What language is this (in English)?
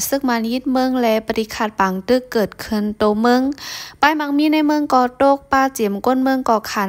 Shan